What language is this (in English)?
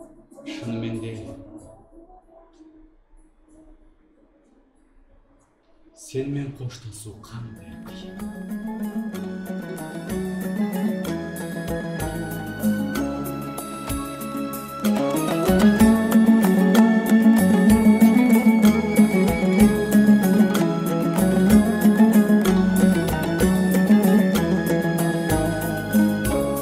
Kazakh